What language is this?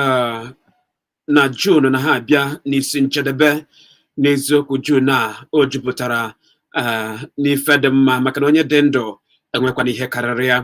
Igbo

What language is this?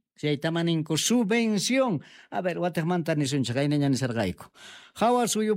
South Bolivian Quechua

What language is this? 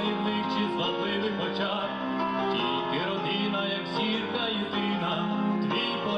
Ukrainian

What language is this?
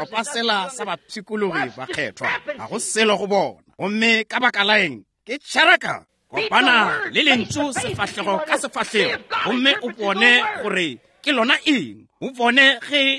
Northern Sotho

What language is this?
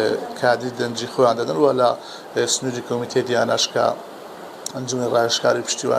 Central Kurdish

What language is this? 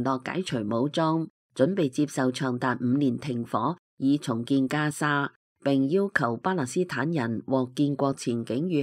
Cantonese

